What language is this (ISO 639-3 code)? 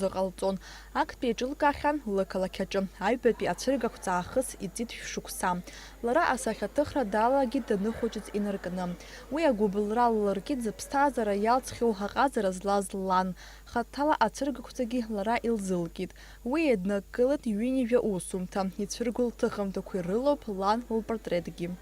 abk